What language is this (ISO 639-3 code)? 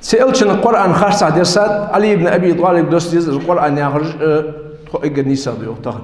inh